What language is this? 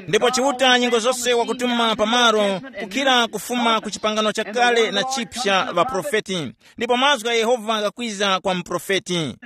Tumbuka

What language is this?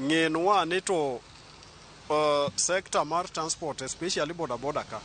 Luo (Kenya and Tanzania)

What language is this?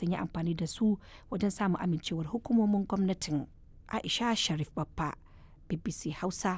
Hausa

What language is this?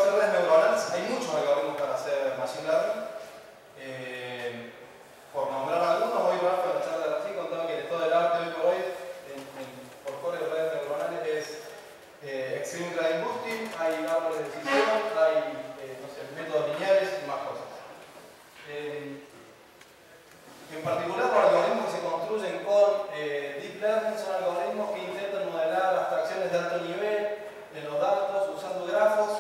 Spanish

